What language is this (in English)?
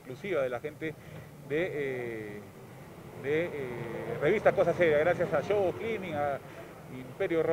Spanish